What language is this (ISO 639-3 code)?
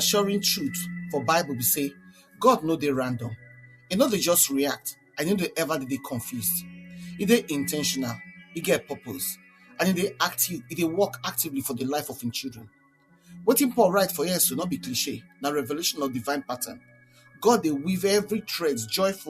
pcm